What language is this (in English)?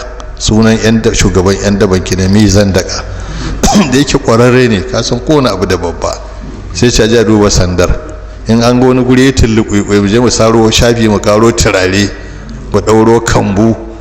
Hausa